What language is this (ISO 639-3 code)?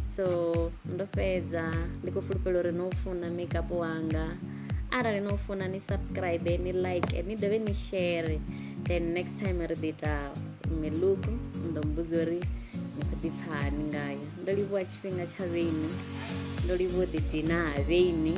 ven